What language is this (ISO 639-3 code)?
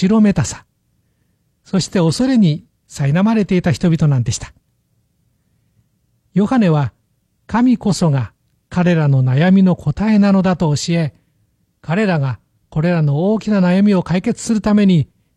jpn